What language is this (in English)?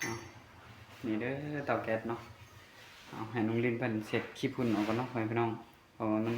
Northeastern Thai